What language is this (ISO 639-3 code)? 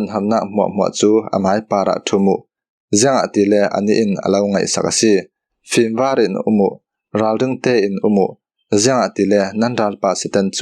cfm